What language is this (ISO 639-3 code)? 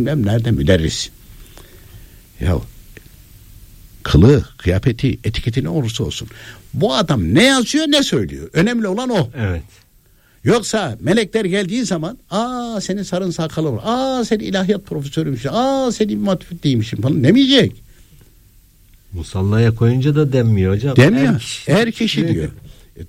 tur